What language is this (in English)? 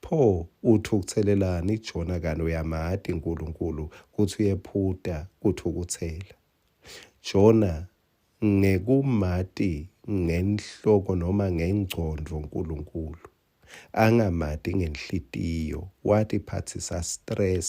Swati